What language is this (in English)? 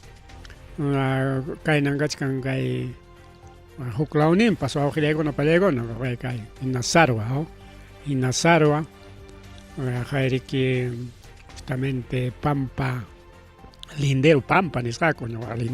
Ayacucho Quechua